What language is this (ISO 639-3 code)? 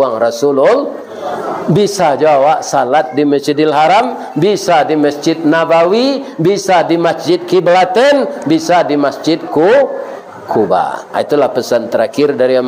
min